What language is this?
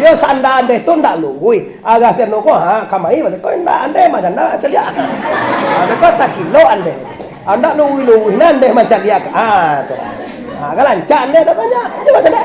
Minangkabau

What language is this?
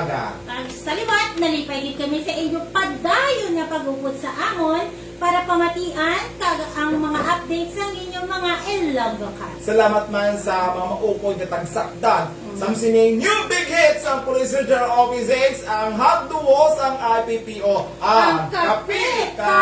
Hiligaynon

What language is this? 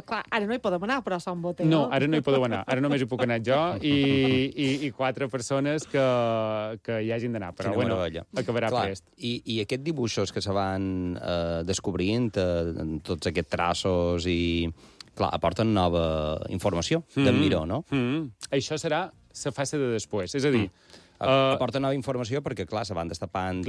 Catalan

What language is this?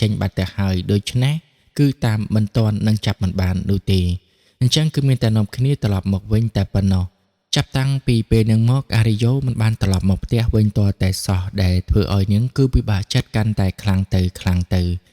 Khmer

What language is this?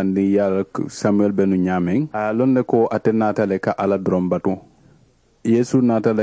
Mandingo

